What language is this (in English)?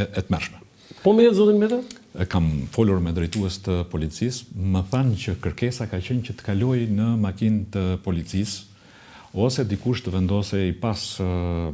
Albanian